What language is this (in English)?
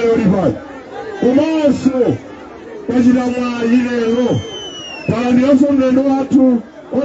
Nyanja